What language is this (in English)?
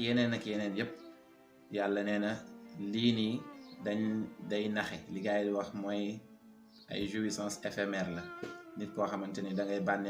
Wolof